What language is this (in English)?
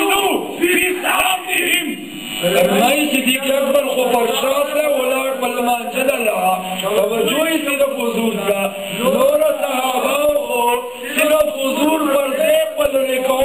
Urdu